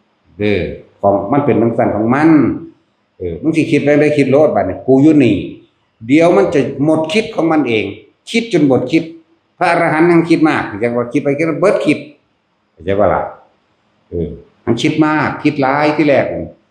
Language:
Northeastern Thai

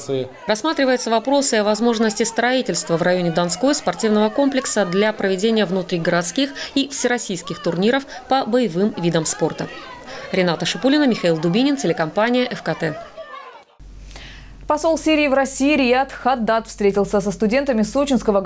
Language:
Russian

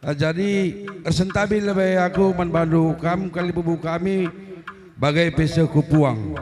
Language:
Batak Karo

